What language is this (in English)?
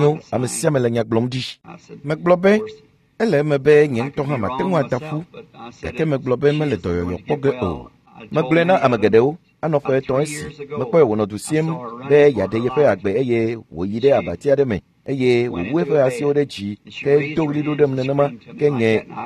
Ewe